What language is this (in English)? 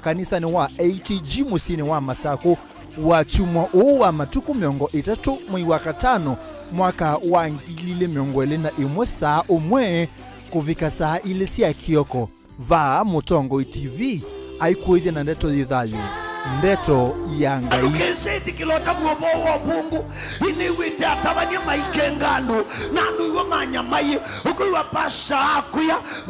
Kamba